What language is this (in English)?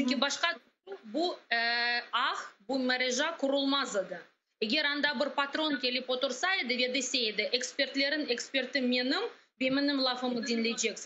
Crimean Tatar